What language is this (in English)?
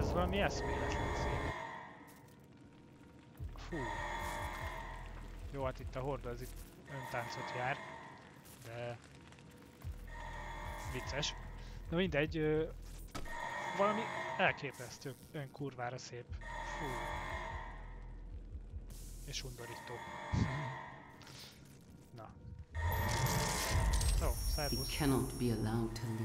Hungarian